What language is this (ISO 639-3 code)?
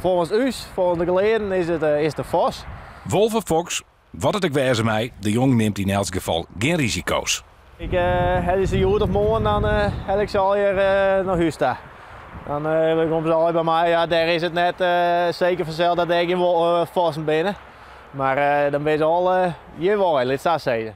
fry